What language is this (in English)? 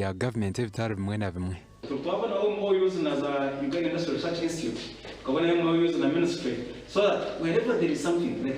Nyankole